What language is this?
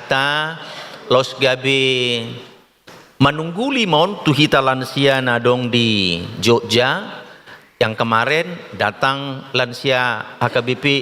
Batak Toba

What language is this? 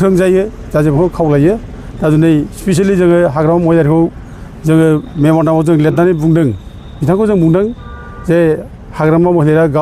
Bodo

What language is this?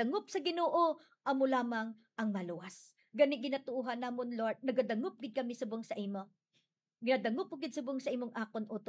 Hiligaynon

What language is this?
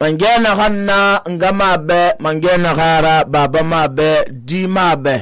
Susu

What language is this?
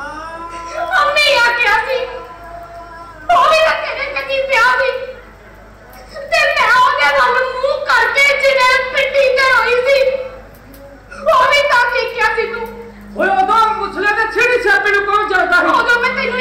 Punjabi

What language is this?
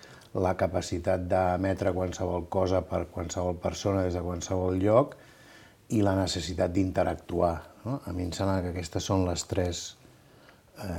Catalan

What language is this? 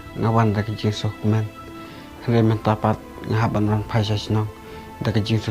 Khasi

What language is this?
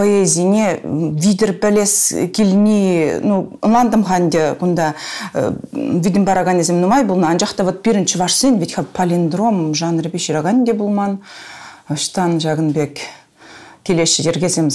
Chuvash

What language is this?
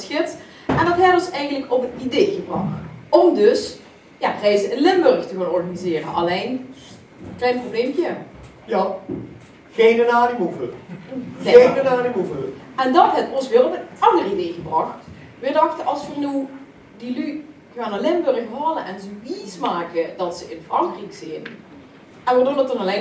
Limburgish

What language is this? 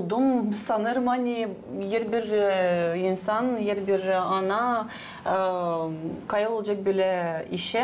Gagauz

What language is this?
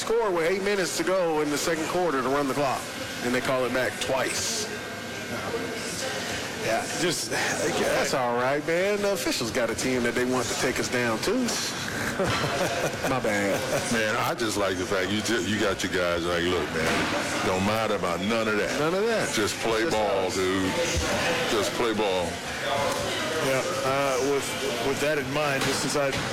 English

